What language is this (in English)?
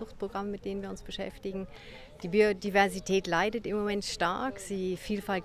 Swiss German